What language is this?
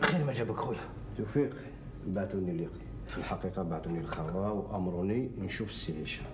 Algerian Arabic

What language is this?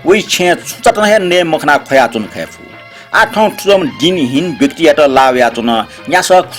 Newari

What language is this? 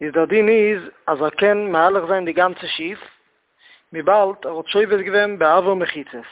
Yiddish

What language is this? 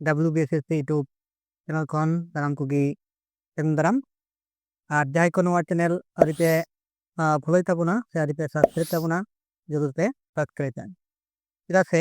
Santali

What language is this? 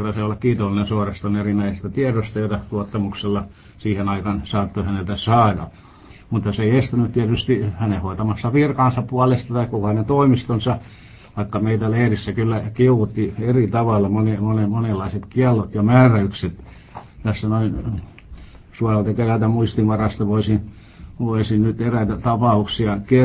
Finnish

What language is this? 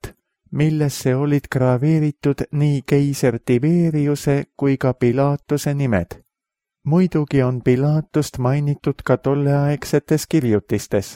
Estonian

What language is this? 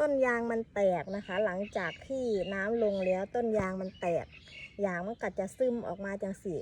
Northeastern Thai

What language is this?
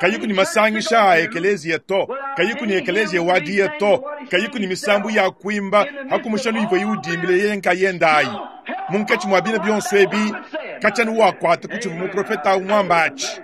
Luba-Lulua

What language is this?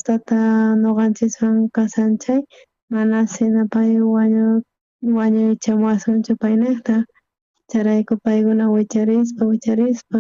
South Bolivian Quechua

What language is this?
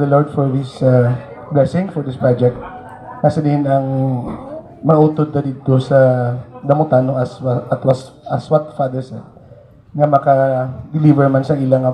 Hiligaynon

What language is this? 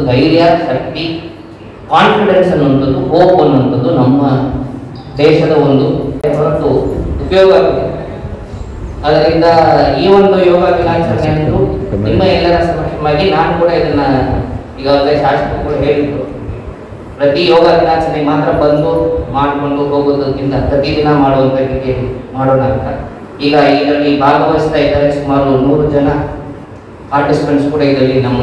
Kannada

